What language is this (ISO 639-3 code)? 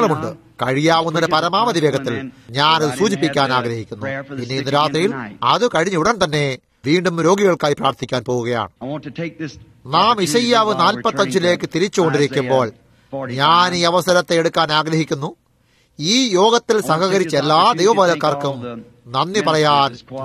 mal